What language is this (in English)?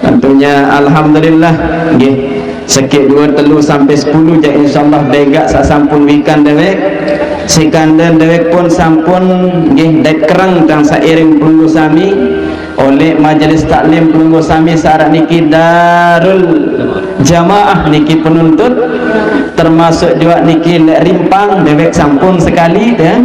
Sasak